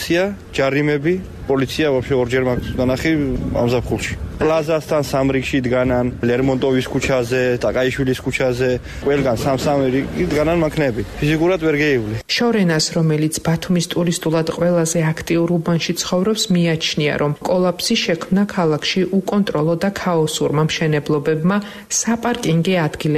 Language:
Georgian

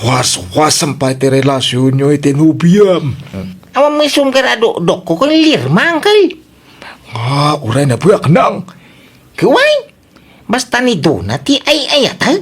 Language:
Iloko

